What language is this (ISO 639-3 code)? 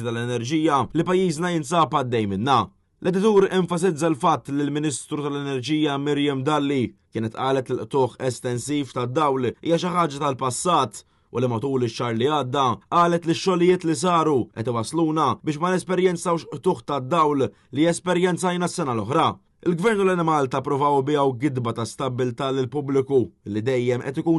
mlt